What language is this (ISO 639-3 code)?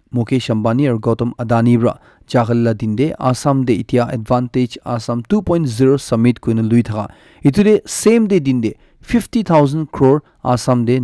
nag